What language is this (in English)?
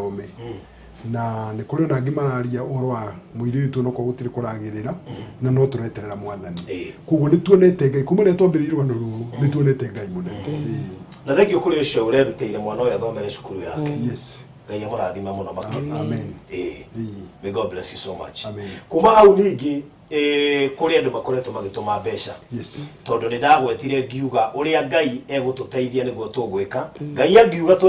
Kikuyu